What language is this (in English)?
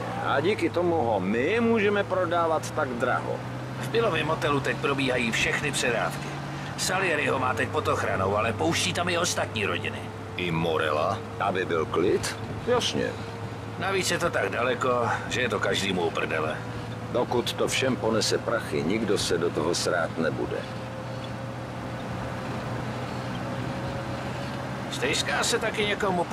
Czech